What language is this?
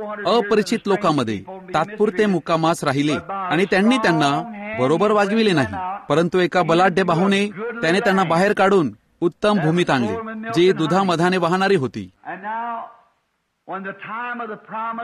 Marathi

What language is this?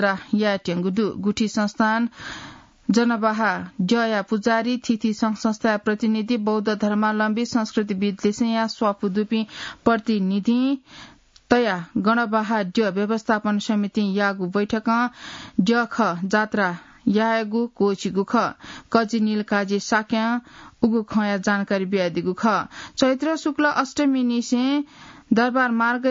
Newari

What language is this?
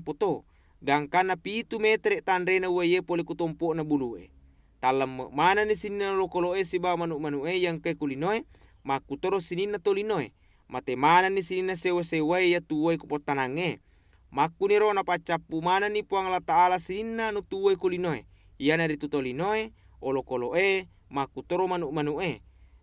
Buginese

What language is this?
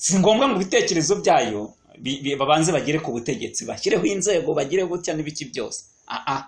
Kinyarwanda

